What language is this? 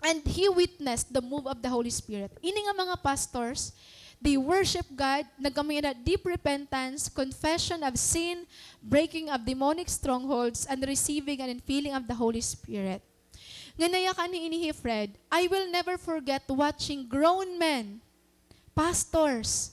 Waray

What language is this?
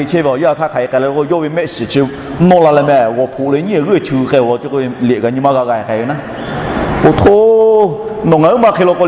Lahu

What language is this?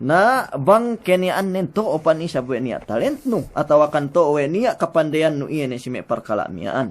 Yakan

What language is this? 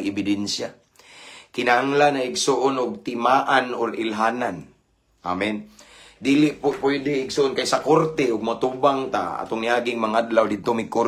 Cebuano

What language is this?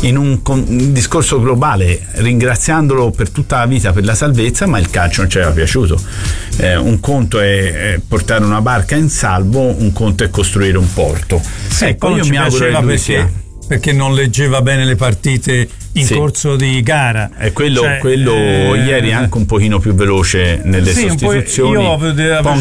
Italian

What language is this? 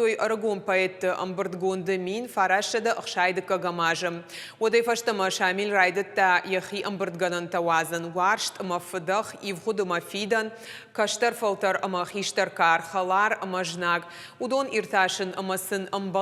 Ossetic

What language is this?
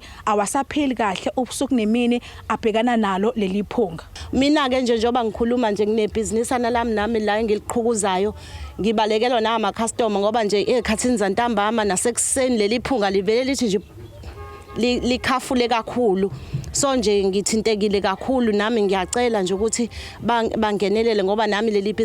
Zulu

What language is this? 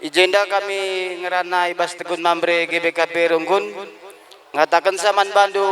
Batak Karo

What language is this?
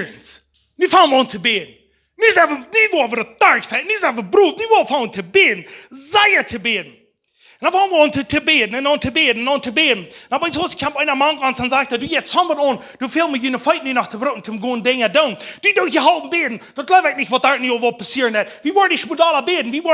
Plautdietsch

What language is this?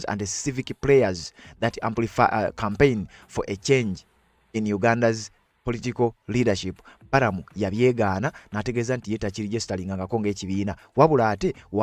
Ganda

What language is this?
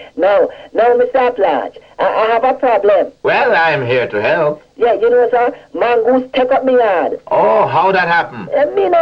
Jamaican Creole English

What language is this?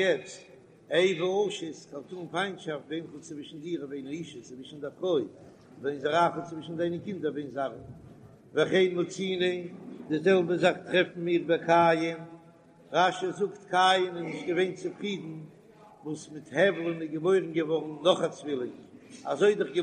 Yiddish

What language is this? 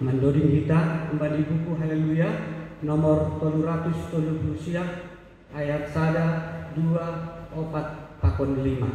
Batak Simalungun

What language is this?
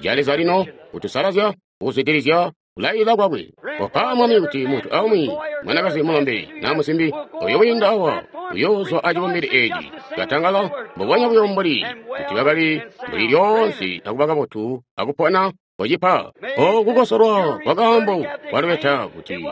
Tonga (Zambia)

